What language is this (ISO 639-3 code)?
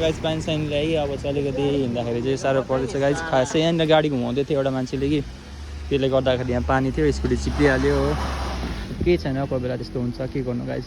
nep